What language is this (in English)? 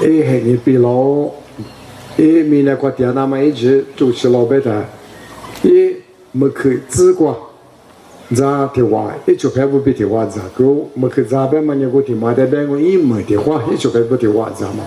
Lisu